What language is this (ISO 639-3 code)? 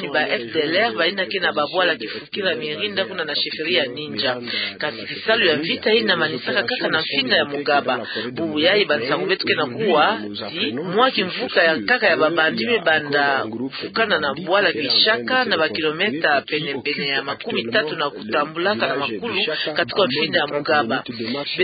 ktu